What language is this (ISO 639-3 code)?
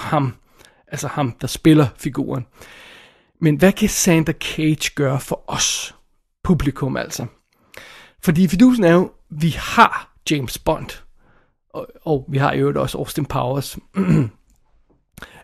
dan